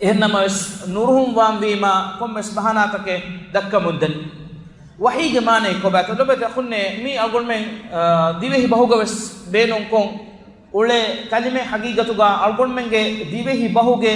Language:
Divehi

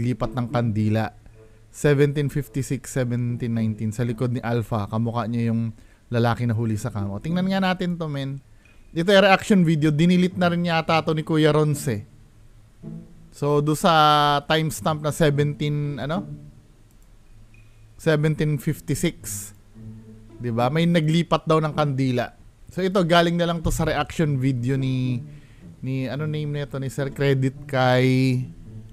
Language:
Filipino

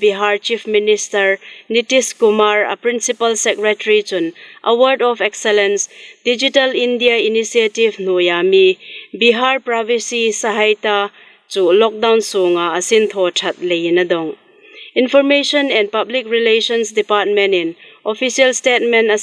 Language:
Hmar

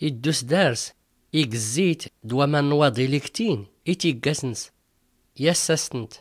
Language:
Tachelhit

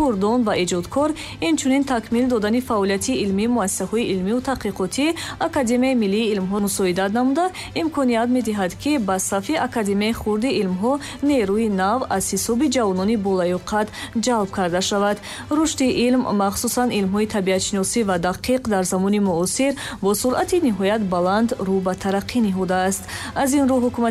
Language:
Tajik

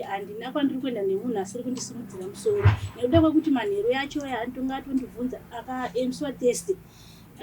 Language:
Shona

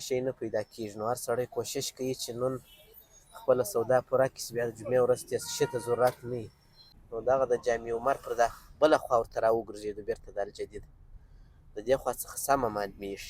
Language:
Pashto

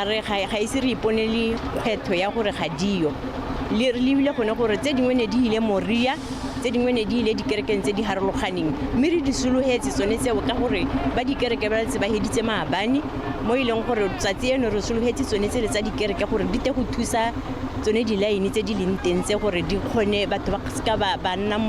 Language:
Tswana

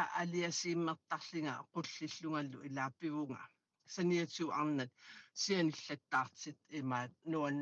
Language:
Kalaallisut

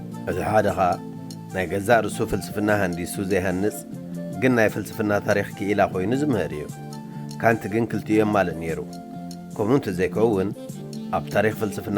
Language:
Tigrinya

